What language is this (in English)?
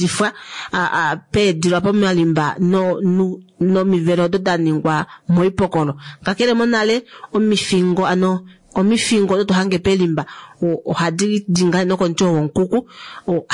Kuanyama